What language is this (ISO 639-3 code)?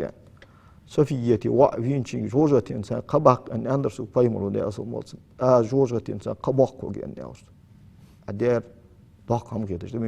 inh